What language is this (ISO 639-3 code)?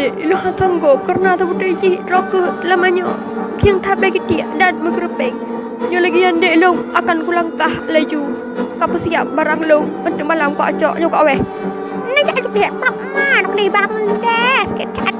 ace